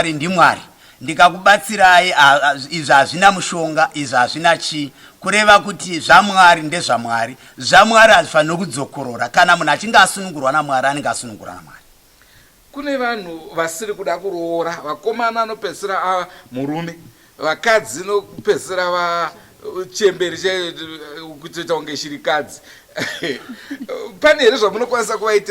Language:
Shona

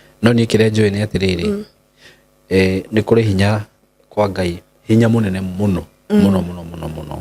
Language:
Kikuyu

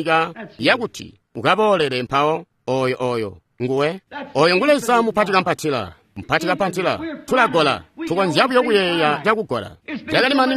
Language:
Tonga (Zambia)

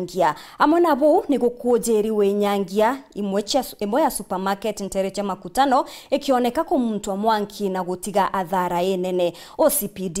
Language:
Meru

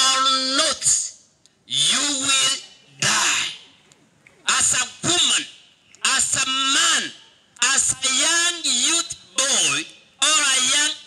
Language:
Gusii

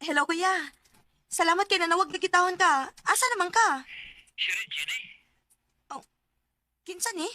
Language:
Cebuano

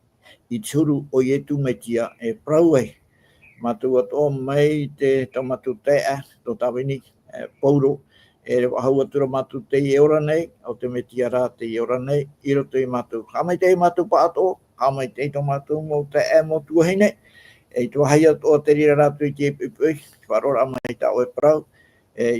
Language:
Tahitian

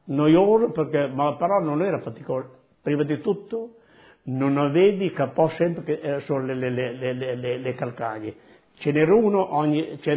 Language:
Italian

